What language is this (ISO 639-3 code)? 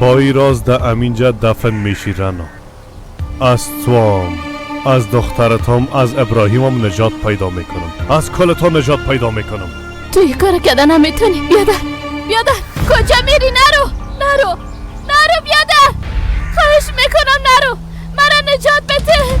fas